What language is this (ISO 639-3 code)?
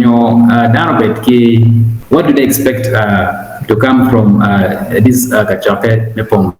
ach